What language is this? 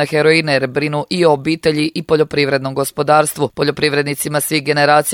Croatian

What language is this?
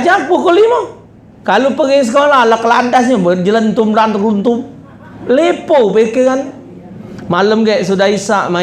Musi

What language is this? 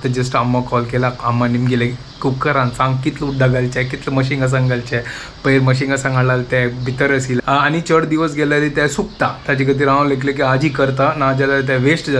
Konkani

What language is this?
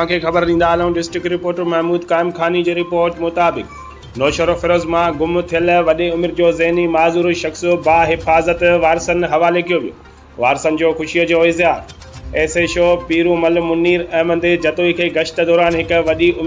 Sindhi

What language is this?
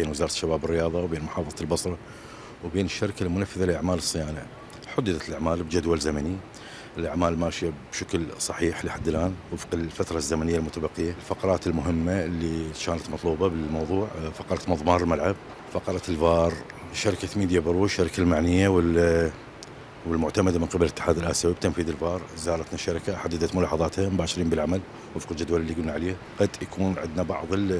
Mesopotamian Arabic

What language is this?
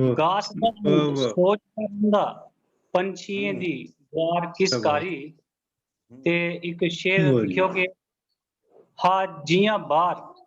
Dogri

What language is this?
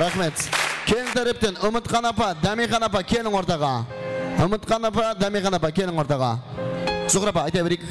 Kara-Kalpak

